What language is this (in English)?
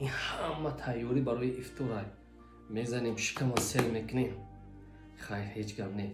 Tajik